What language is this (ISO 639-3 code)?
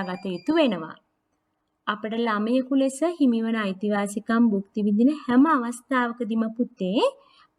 sin